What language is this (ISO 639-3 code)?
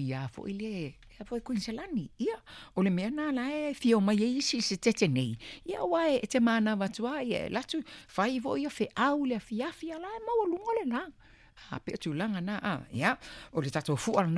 smo